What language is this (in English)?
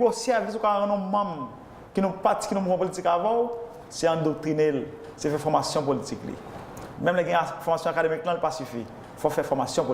Haitian Creole